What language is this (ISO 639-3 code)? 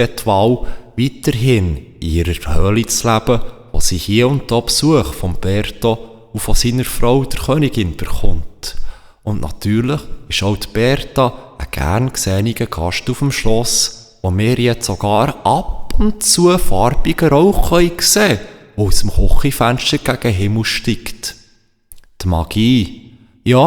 gsw